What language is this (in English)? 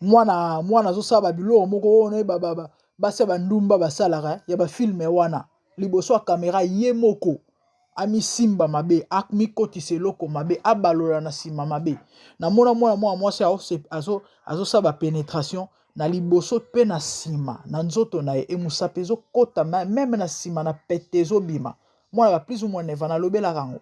Lingala